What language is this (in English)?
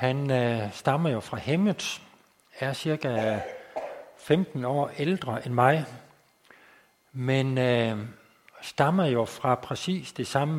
Danish